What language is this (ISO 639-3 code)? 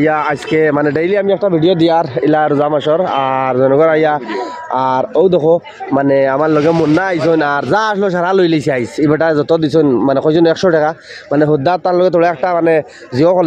syl